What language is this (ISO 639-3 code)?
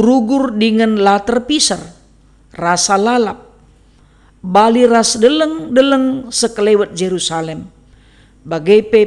btx